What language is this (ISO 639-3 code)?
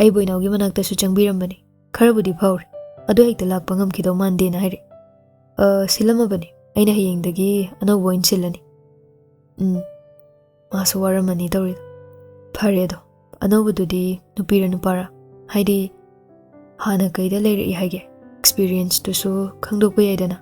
mni